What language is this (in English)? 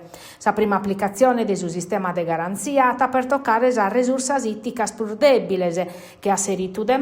Sardinian